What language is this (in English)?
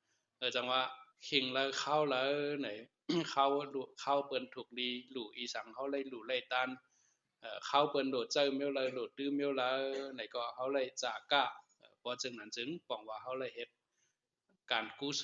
Shan